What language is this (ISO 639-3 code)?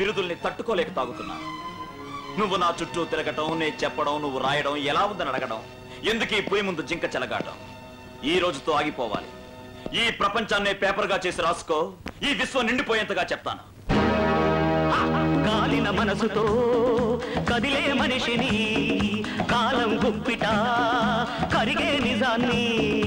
tel